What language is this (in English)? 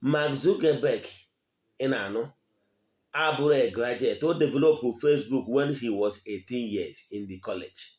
Igbo